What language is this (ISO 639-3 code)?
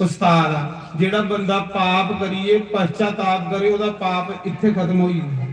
doi